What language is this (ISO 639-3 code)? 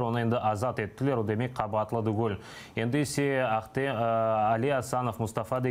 crh